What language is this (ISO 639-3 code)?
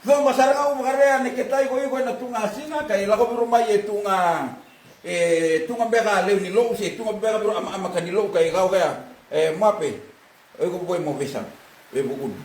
fij